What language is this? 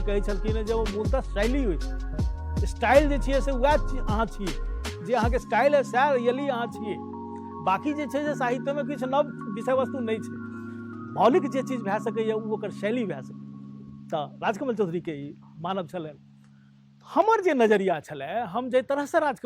Maithili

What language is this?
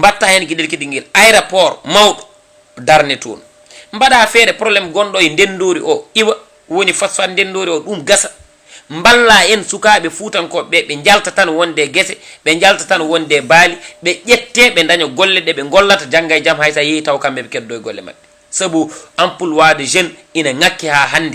Fula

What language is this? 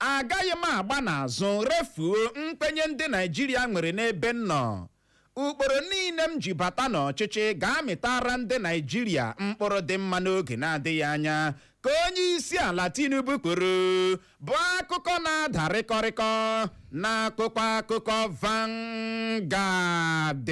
Igbo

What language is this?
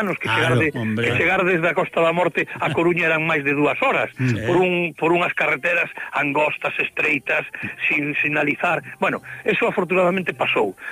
Galician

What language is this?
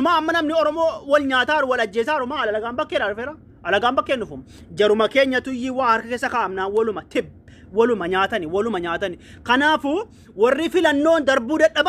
Oromo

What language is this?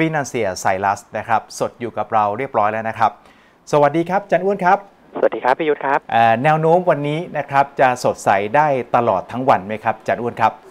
Thai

